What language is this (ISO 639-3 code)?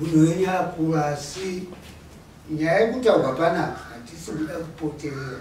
sna